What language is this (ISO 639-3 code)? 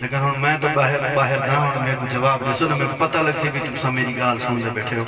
skr